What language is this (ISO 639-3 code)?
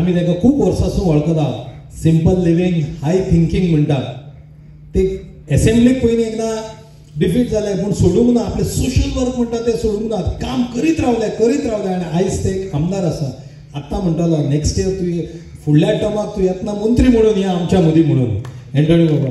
kok